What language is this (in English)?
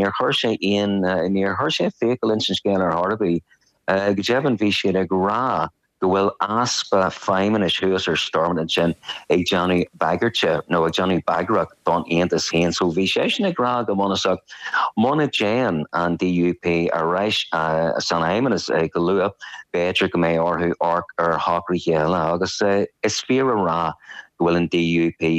Irish